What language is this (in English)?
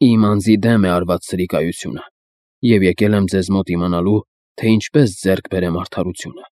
Armenian